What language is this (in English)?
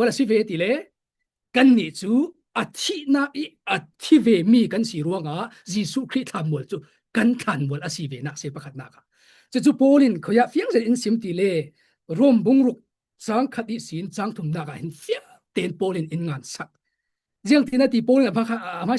Falam Chin